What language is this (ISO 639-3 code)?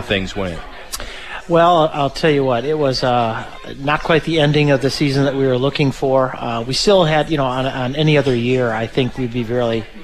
eng